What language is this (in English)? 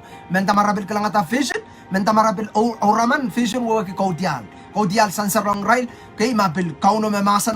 Pohnpeian